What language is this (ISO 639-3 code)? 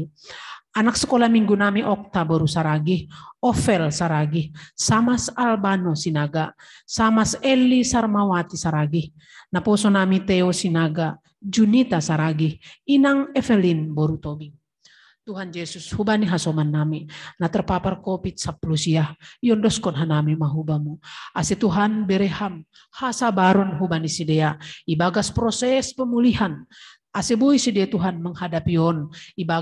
bts